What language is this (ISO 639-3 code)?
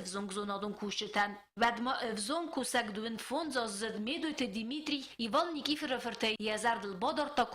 oss